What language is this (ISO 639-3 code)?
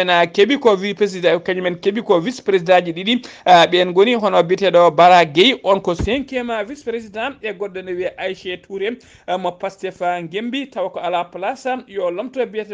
ful